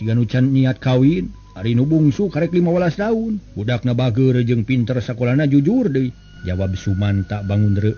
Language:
Sundanese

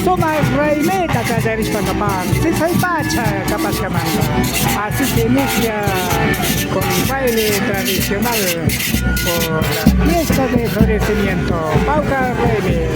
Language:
Imbabura Highland Quichua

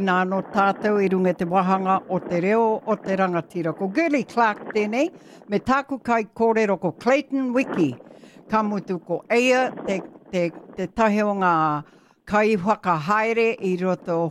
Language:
Māori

